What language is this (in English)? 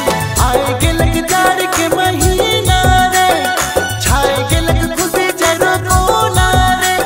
Sadri